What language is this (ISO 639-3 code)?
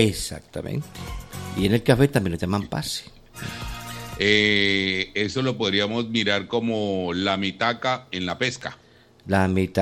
spa